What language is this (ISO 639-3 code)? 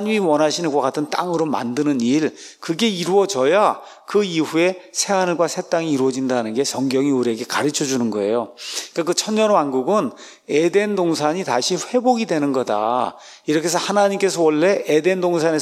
kor